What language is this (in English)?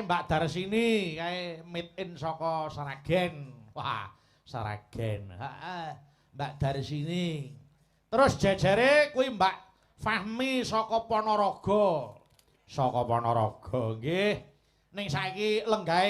Javanese